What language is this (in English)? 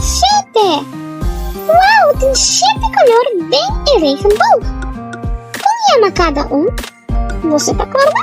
Papiamento